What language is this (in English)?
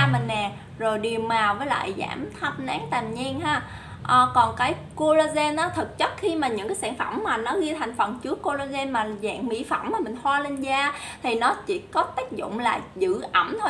Vietnamese